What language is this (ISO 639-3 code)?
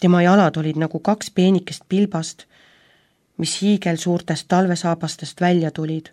est